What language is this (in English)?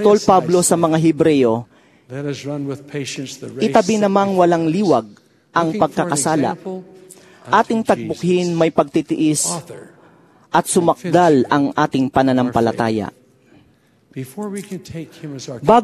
Filipino